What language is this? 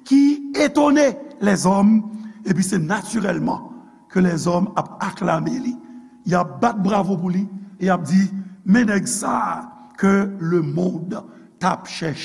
Haitian Creole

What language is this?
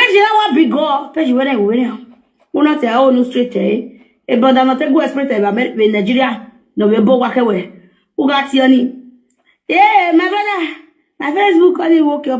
Nigerian Pidgin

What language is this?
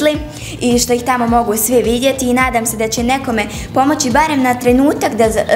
Bosnian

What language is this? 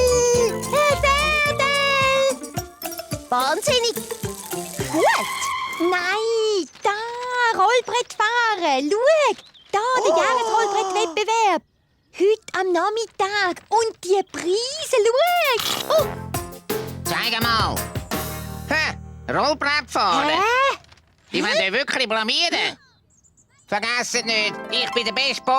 Swiss German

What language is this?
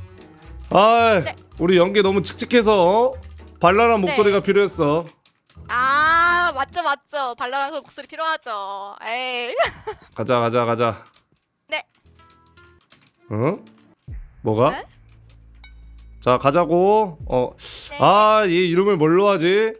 Korean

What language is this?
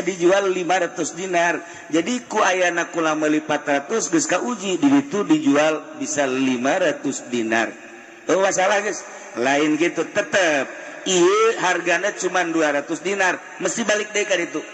Sundanese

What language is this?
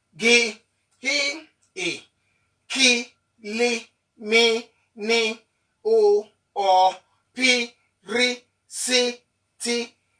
Bini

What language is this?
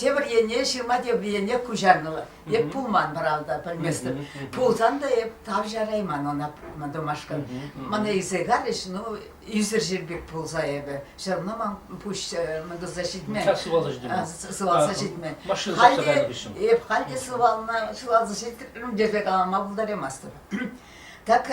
Chuvash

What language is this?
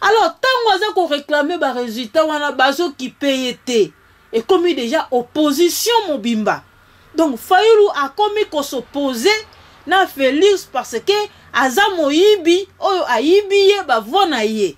Lingala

